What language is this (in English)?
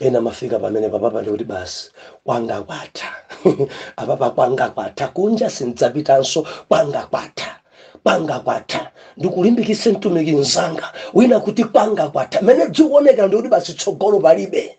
Nyanja